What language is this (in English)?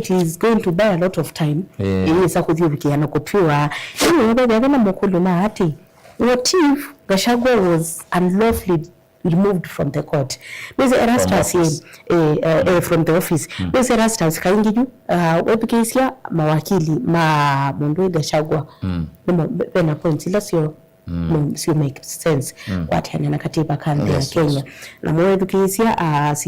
Kamba